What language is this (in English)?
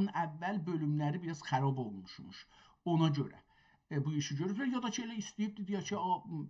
South Azerbaijani